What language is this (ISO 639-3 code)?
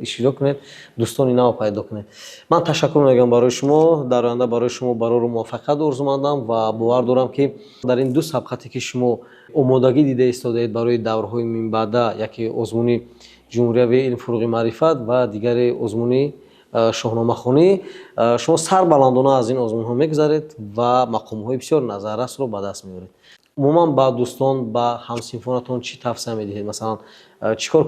tgk